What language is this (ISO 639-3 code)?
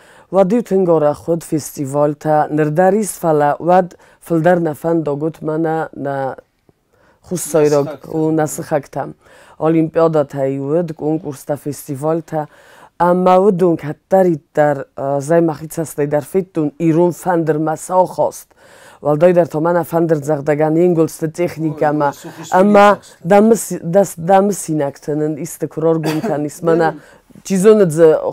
oss